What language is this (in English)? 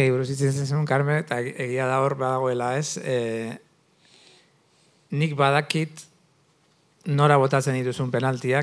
Basque